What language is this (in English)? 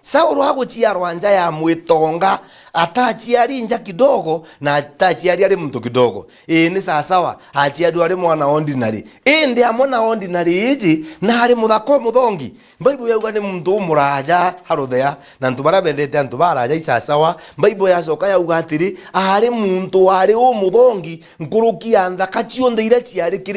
Meru